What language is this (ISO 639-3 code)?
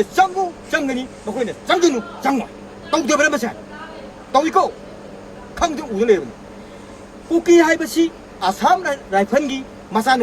mni